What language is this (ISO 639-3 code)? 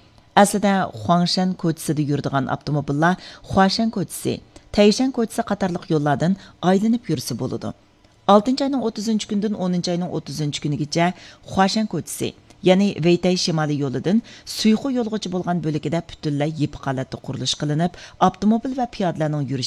uig